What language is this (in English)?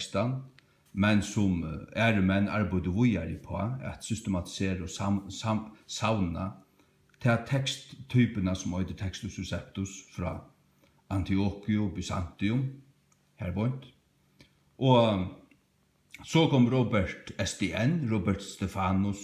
Faroese